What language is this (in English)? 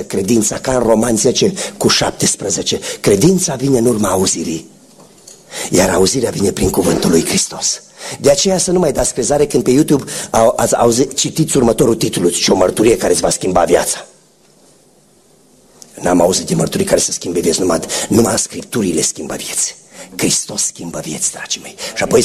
Romanian